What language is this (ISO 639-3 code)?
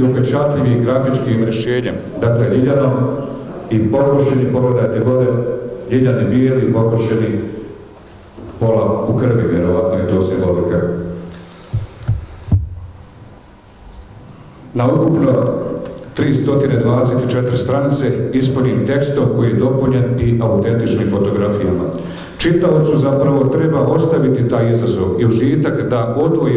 bos